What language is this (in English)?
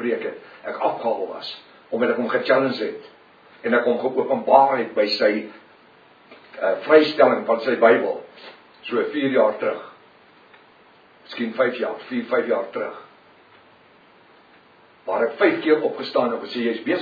Afrikaans